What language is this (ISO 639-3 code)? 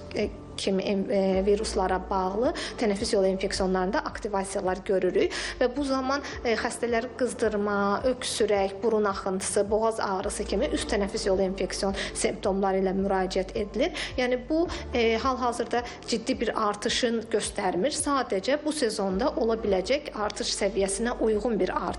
aze